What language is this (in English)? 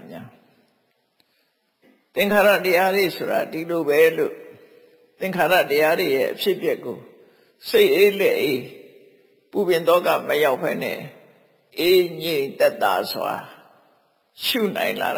Burmese